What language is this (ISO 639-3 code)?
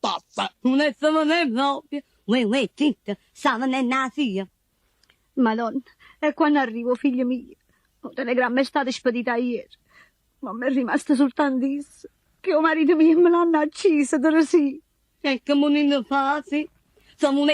nap